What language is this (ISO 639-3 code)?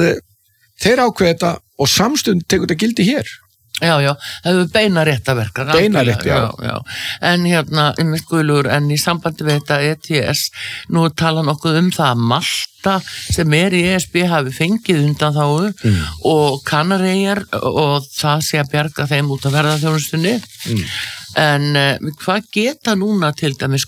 isl